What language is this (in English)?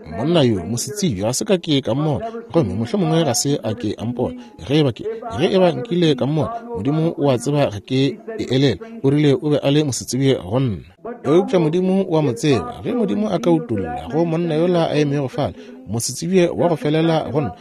Northern Sotho